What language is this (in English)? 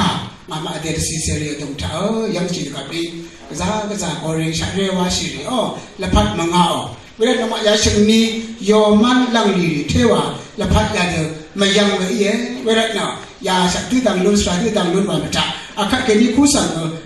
Rawang